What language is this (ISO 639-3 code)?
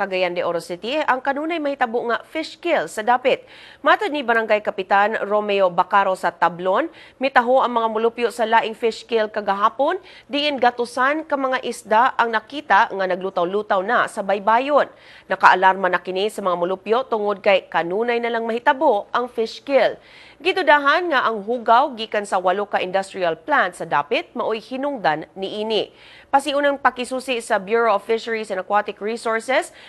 ceb